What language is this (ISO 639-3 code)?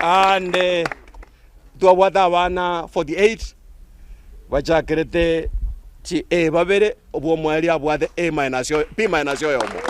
guz